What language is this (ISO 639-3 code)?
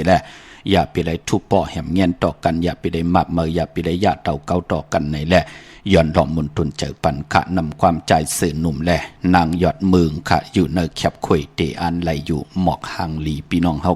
shn